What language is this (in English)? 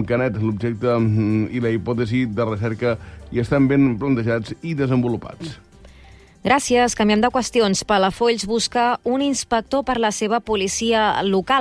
Catalan